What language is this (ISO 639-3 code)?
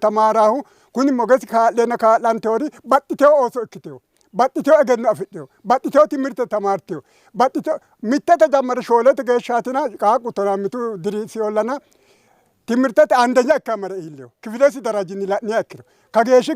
sid